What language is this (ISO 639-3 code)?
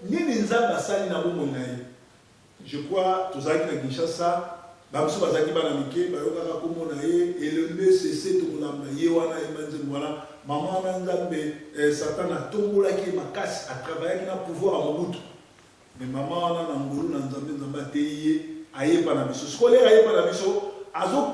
lin